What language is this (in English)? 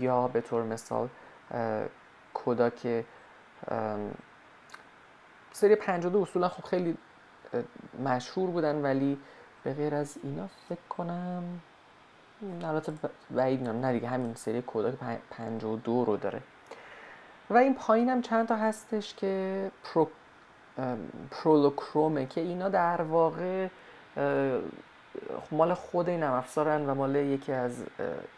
Persian